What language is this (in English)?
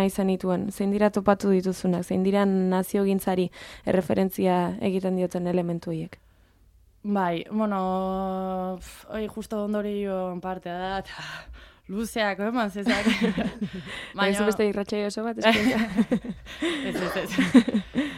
Basque